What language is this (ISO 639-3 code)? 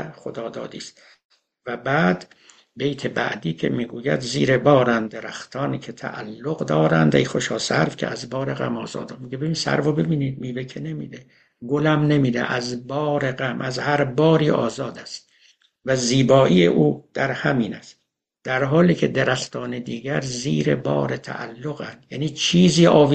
fas